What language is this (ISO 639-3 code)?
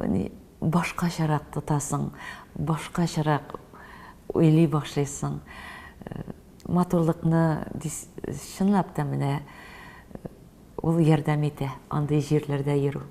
tat